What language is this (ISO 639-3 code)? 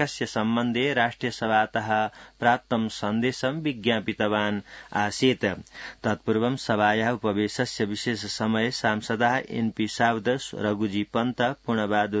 san